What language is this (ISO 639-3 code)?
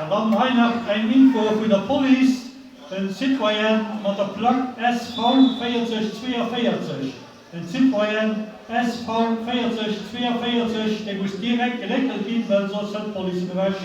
ltz